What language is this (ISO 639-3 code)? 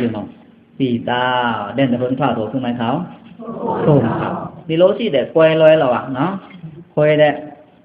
blk